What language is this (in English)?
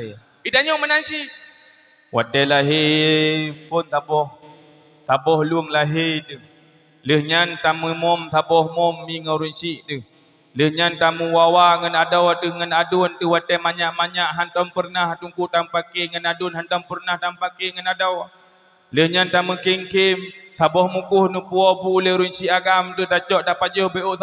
Achinese